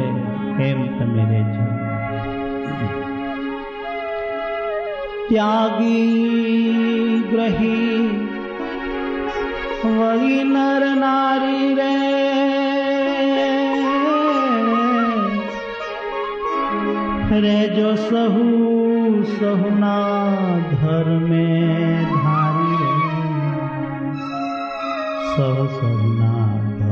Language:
Gujarati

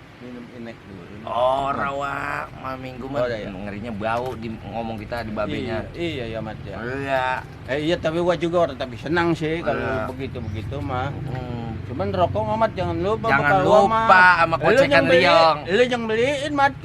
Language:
Betawi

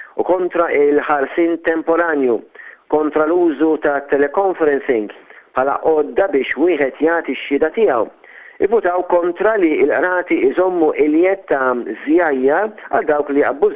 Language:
Maltese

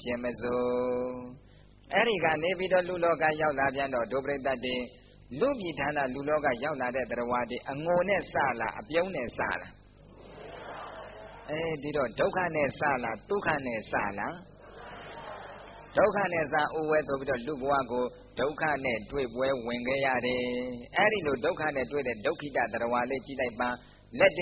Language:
Burmese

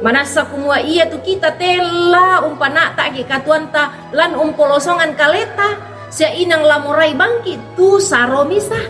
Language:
Toraja-Sa'dan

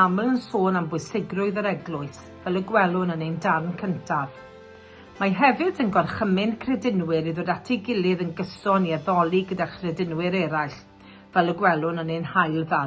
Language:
Welsh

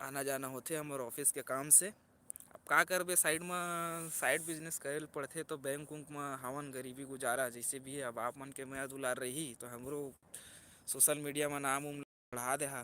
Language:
Chhattisgarhi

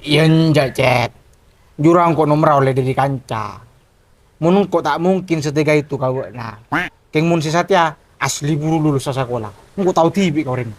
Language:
Madurese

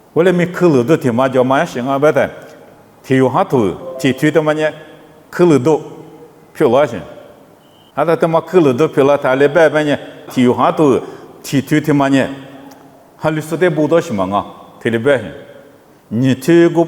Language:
Lisu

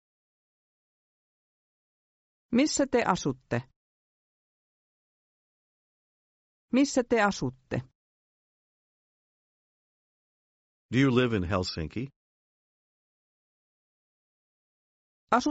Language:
Finnish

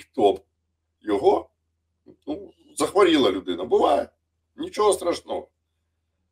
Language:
Ukrainian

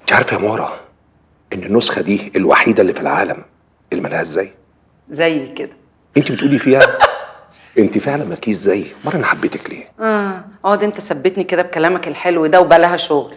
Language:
Egyptian Arabic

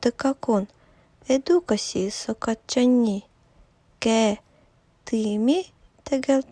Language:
Evenki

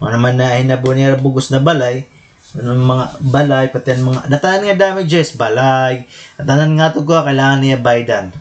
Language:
Waray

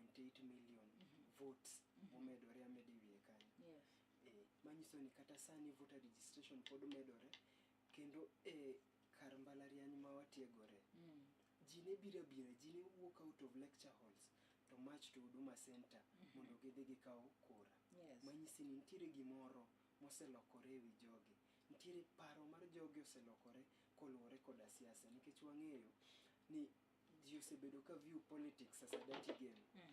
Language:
Luo (Kenya and Tanzania)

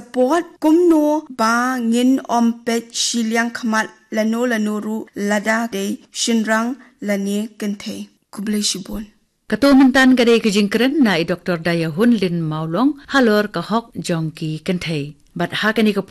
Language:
Khasi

